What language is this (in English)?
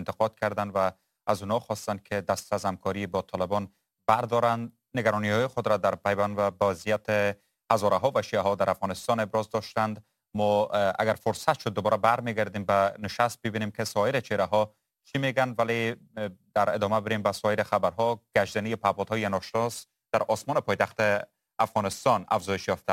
Persian